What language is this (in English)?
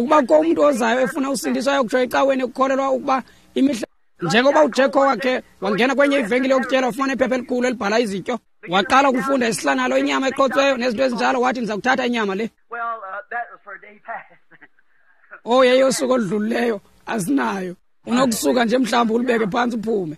Xhosa